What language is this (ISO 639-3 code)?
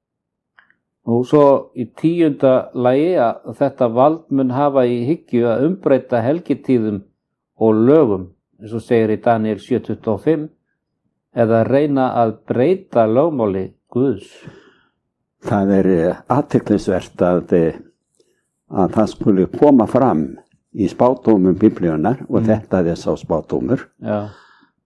isl